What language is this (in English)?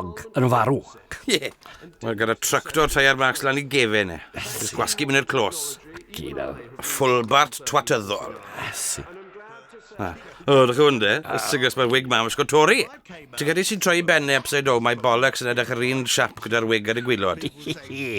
Welsh